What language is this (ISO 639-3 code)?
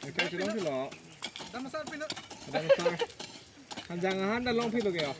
mjw